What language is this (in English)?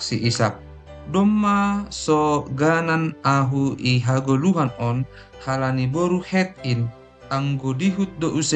Batak Simalungun